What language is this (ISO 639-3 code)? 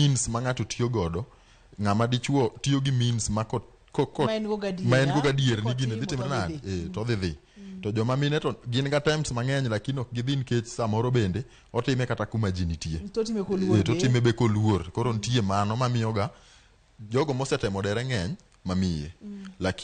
luo